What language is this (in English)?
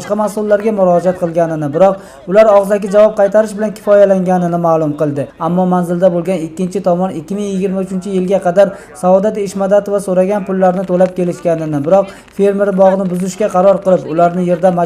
Uzbek